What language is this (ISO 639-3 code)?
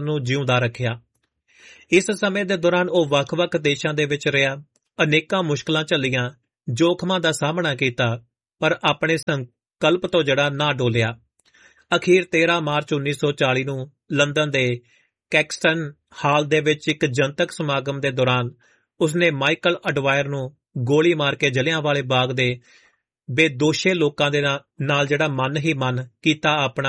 pan